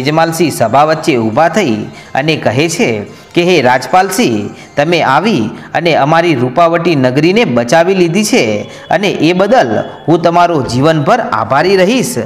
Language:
Gujarati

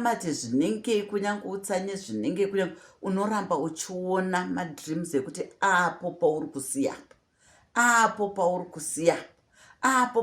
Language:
Shona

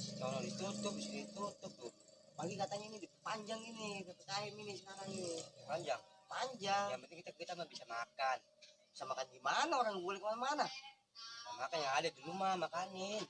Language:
Betawi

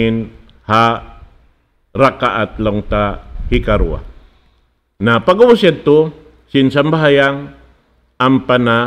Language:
Tausug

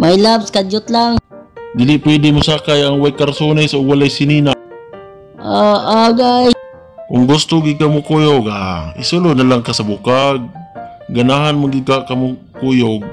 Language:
Cebuano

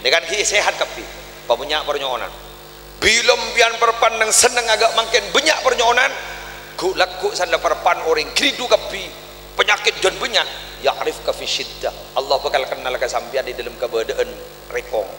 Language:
Madurese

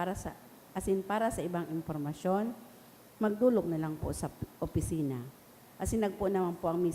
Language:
Bikol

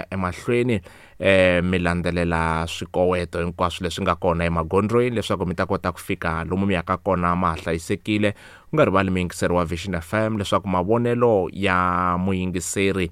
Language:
Tsonga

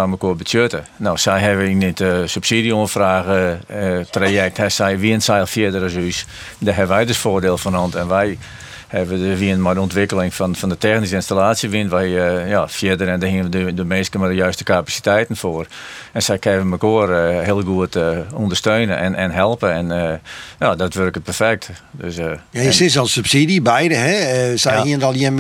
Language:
Western Frisian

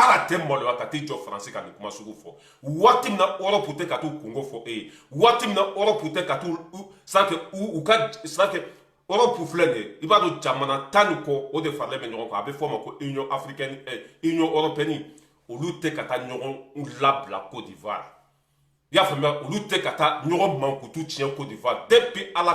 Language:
Bambara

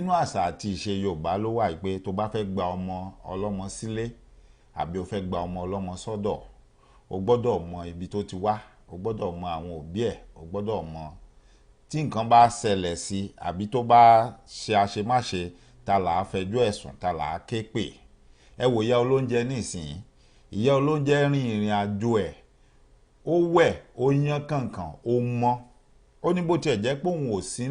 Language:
Yoruba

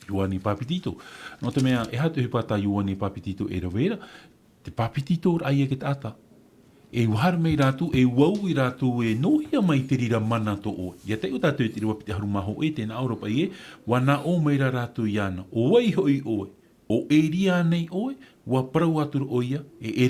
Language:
Tahitian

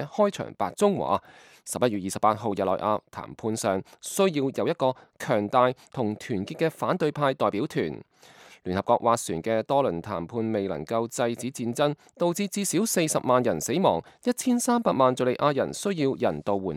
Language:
Cantonese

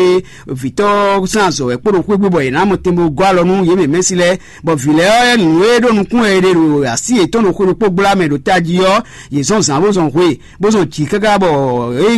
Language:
Fon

